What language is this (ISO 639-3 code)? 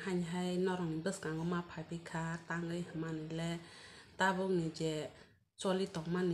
trp